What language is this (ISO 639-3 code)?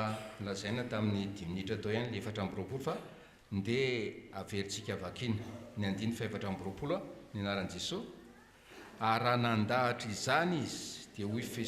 mlg